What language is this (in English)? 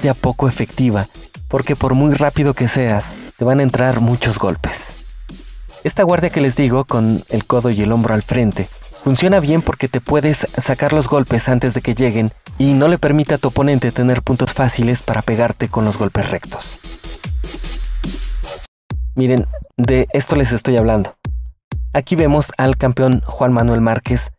Spanish